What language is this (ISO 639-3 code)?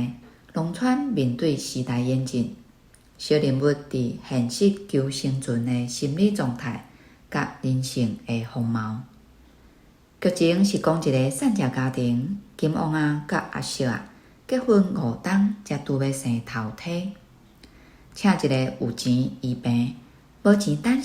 nan